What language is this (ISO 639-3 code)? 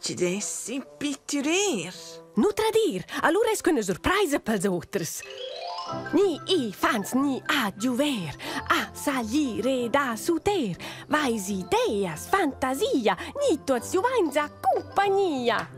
roh